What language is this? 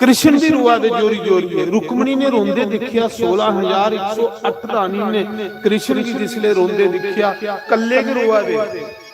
Dogri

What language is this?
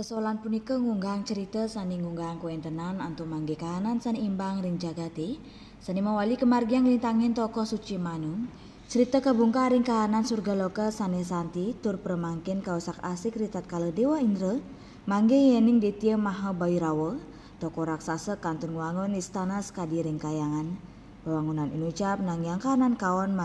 Balinese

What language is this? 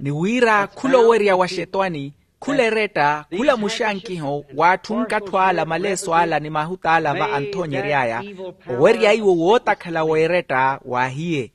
Makhuwa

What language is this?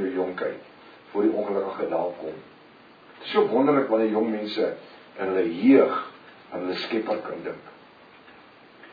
Afrikaans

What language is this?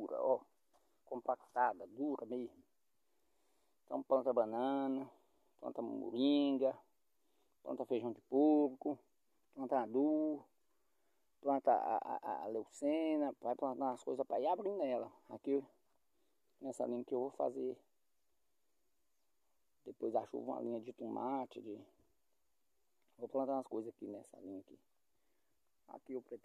Portuguese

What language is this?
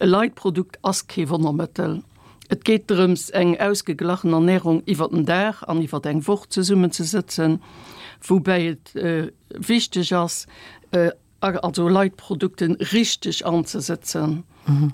Luxembourgish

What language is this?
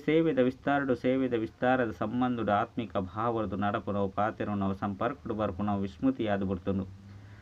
Tulu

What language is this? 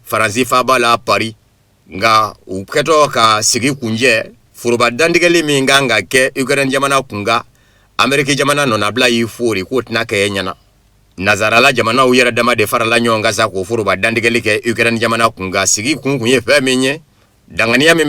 Bambara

